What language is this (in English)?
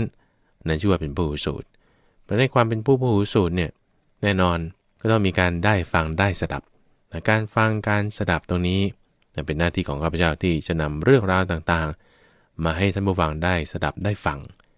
Thai